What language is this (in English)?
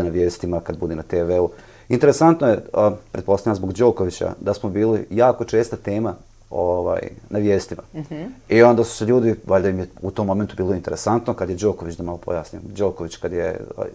Bosnian